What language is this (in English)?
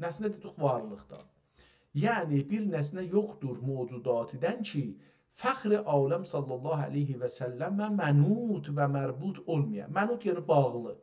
South Azerbaijani